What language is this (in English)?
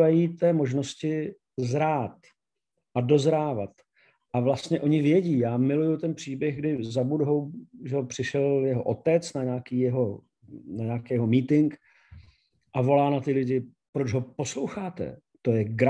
Czech